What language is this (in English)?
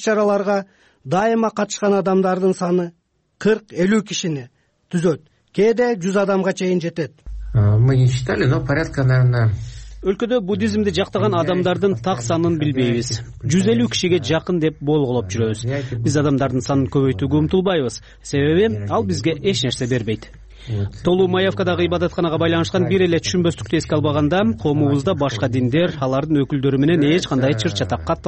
Kyrgyz